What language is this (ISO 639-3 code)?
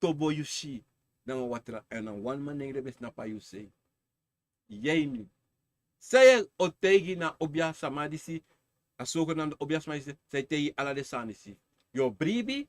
srn